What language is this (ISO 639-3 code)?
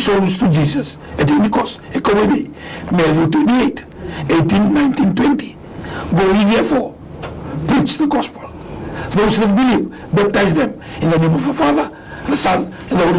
fij